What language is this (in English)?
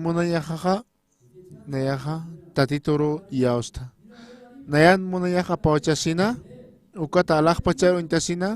Aymara